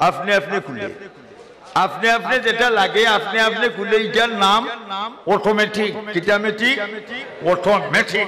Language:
Sylheti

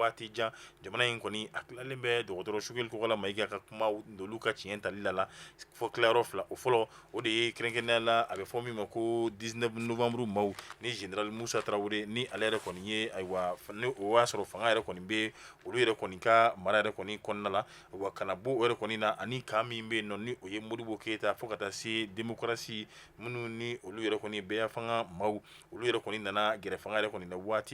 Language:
Bambara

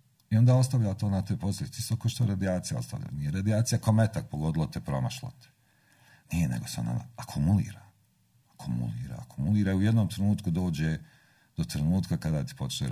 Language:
Serbian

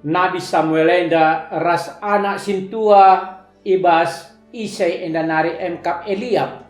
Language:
Batak Karo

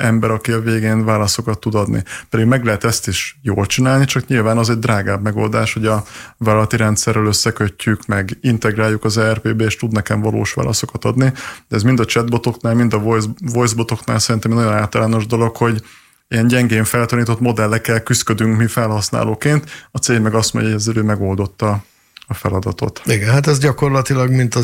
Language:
Hungarian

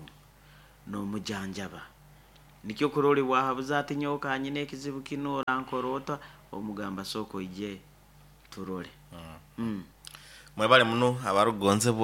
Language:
Nyoro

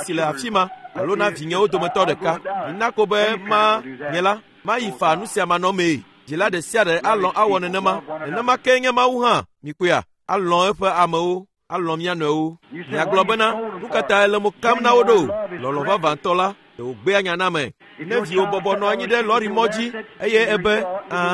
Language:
Ewe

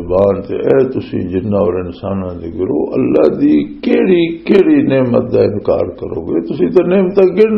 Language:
Western Panjabi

